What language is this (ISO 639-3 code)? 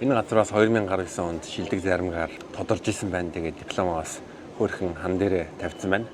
mon